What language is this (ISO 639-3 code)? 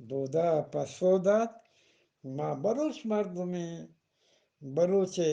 bgp